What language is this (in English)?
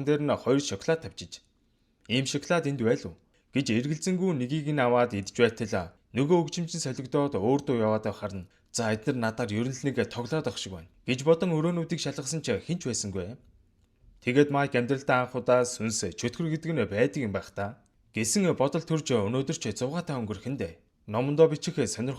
Mongolian